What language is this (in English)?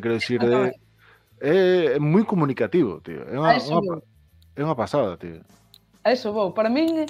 Galician